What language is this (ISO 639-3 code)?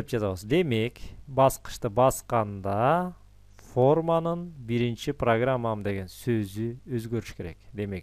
kir